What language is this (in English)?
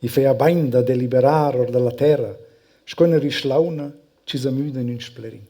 Romansh